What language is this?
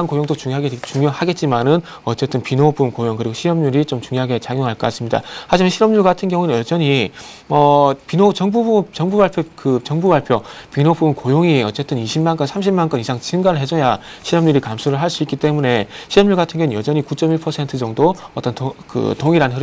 Korean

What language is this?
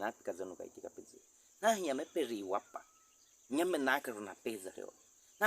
Baniwa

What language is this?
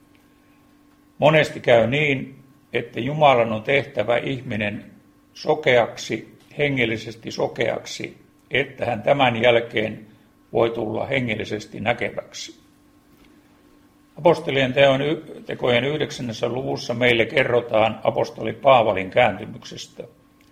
Finnish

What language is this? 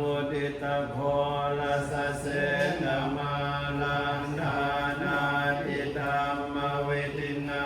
Pali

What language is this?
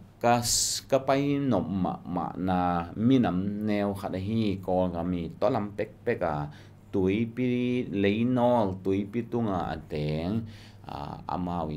Tedim Chin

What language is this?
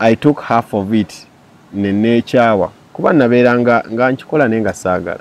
Ganda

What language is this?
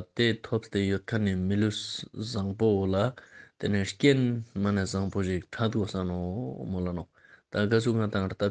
Ladakhi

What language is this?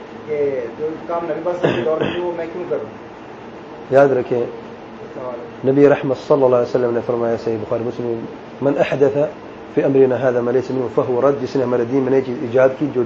Urdu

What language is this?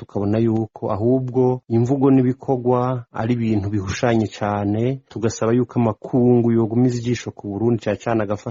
Rundi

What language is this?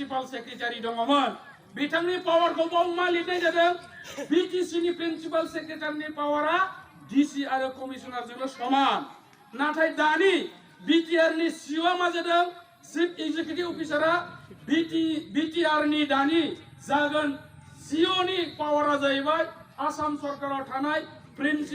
Bodo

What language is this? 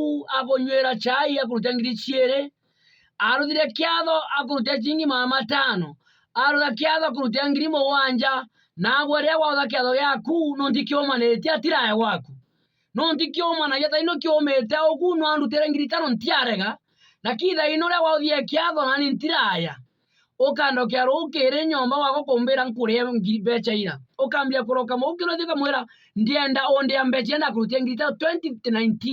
Meru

